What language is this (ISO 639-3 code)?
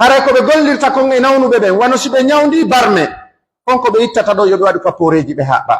fuf